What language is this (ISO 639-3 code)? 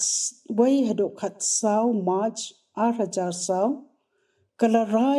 kha